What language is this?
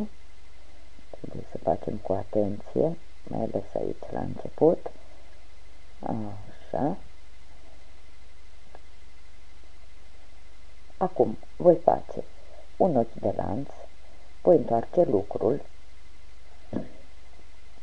Romanian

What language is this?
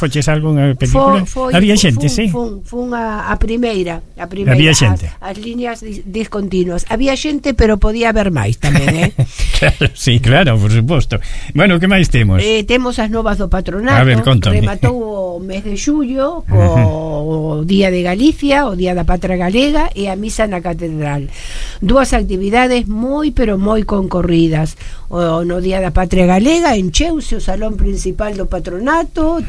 Galician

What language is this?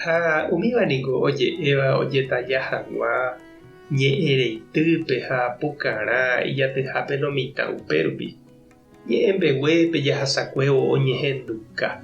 Guarani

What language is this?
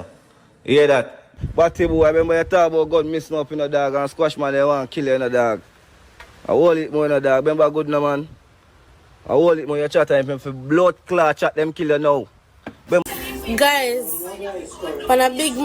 Jamaican Creole English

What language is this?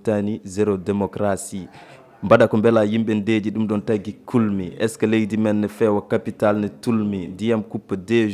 Fula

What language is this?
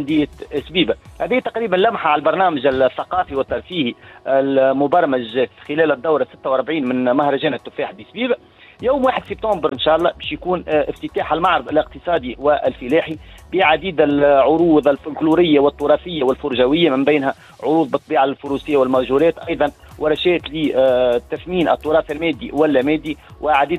Tunisian Arabic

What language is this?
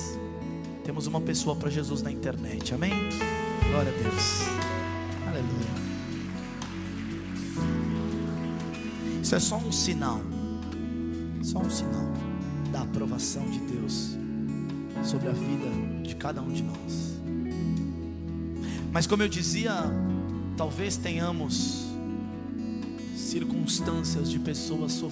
Portuguese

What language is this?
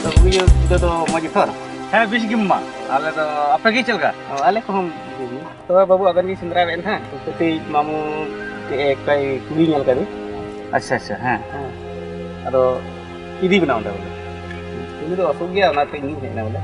Santali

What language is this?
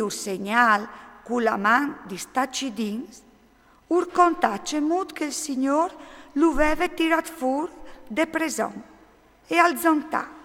Friulian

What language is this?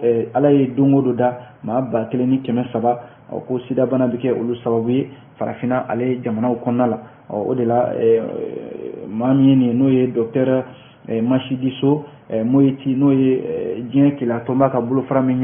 Bambara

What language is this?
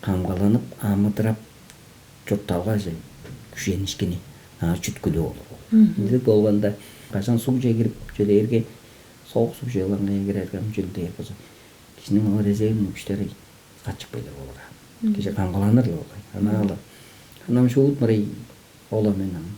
Tuvinian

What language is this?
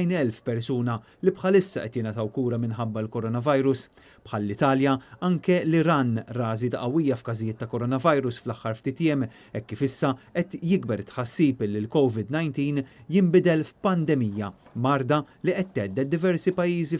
Maltese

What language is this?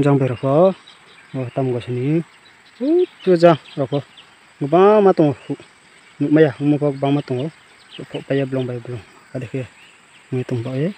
Riang (India)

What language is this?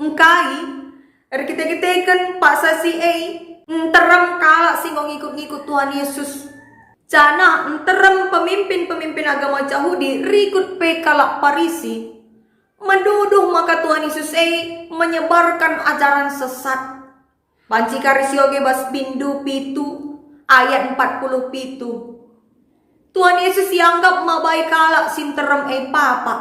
Batak Karo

